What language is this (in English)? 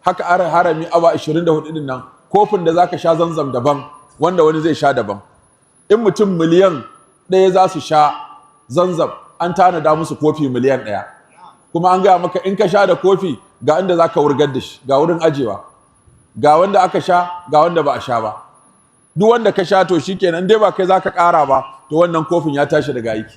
Hausa